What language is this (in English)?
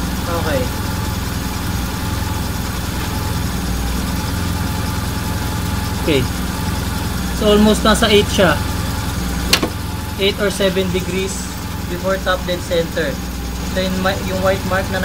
Filipino